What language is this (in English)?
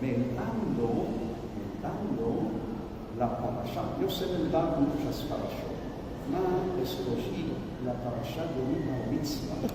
Ladino